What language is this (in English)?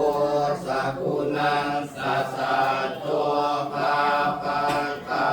Pali